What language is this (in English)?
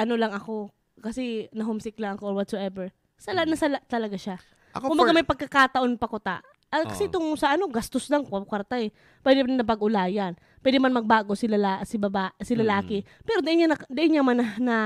Bikol